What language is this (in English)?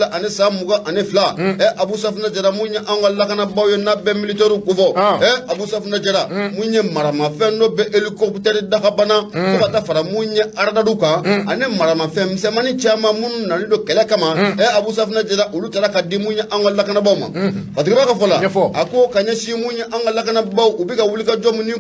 Bambara